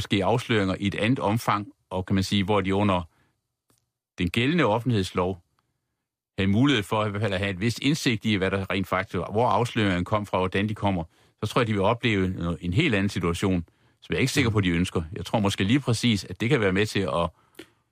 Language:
Danish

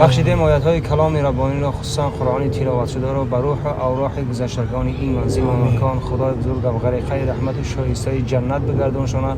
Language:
Tajik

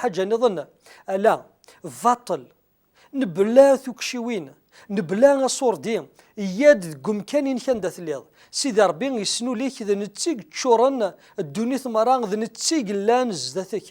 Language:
Kabyle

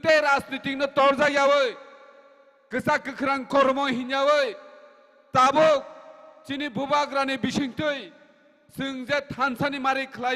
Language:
Kok Borok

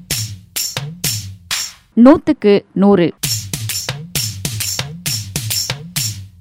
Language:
Tamil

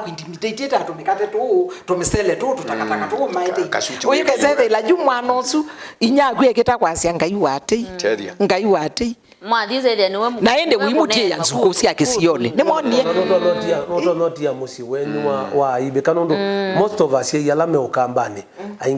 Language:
Kamba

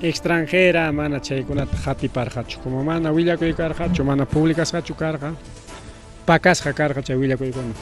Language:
Ayacucho Quechua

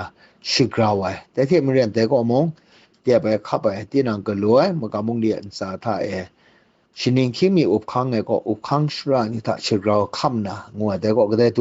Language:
Kachin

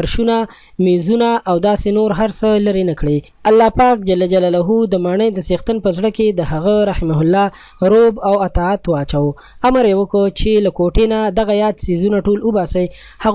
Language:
Pashto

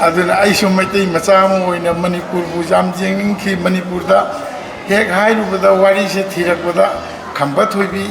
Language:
Manipuri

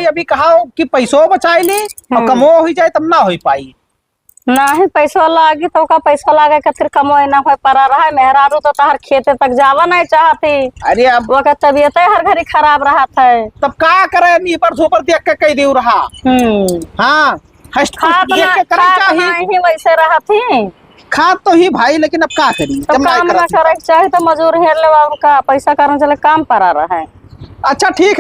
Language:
Awadhi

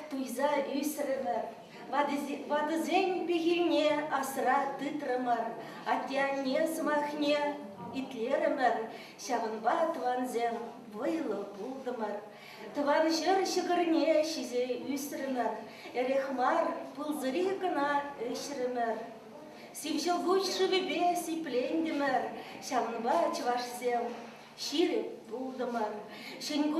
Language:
Chuvash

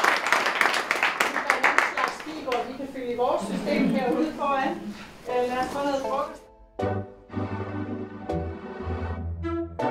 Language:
Danish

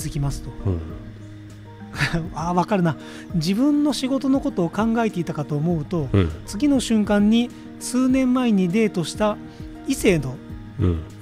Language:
Japanese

